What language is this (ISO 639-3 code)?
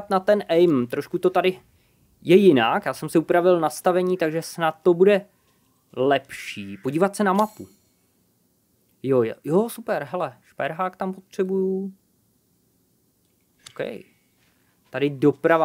ces